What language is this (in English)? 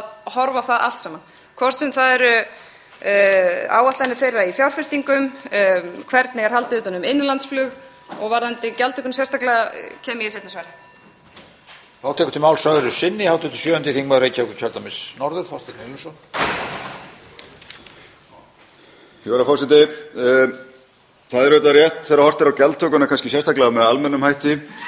Icelandic